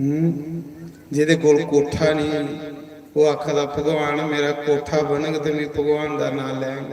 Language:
Dogri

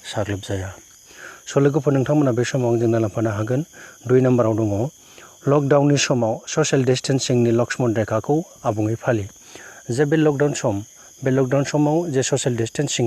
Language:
Bodo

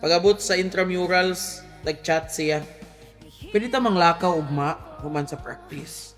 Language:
Cebuano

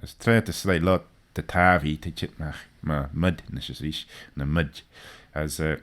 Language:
Manx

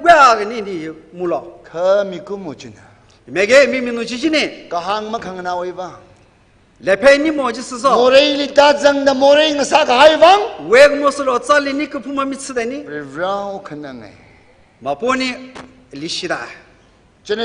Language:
Tangkhul Naga (India)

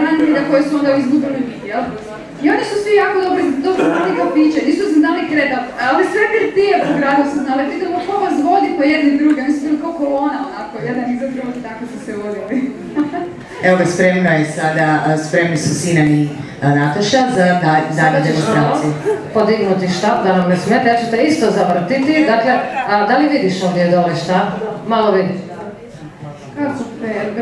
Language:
Croatian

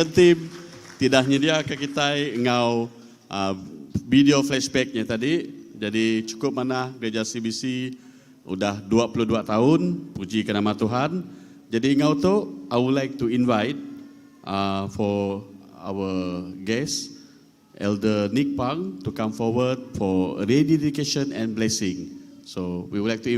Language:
Iban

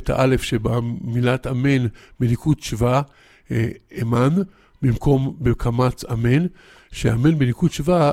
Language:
Hebrew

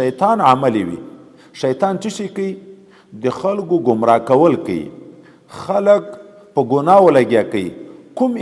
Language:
Pashto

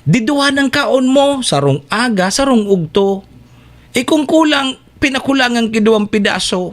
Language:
Bikol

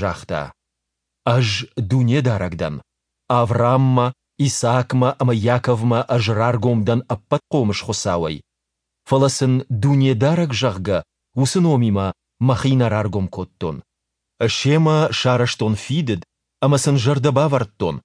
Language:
Ossetic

